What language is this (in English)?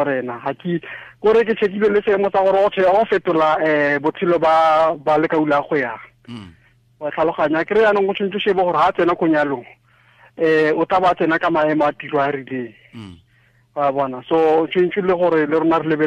Tswana